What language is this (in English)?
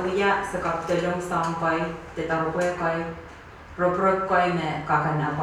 Pohnpeian